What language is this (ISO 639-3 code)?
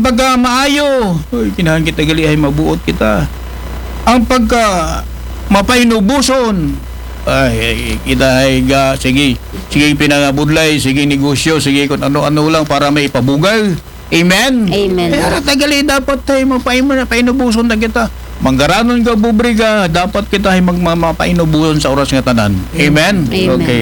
akl